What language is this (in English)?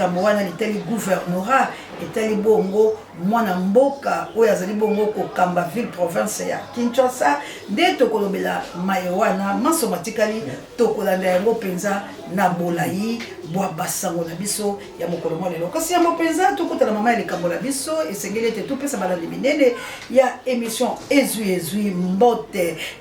Lingala